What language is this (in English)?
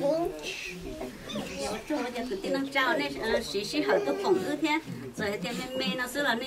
Vietnamese